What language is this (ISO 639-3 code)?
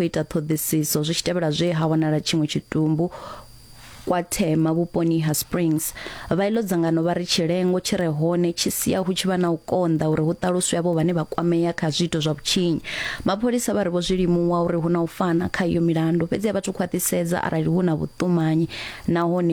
ven